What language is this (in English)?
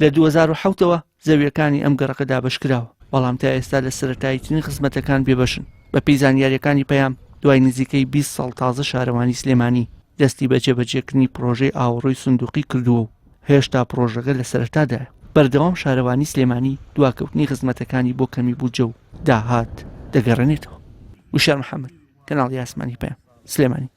Central Kurdish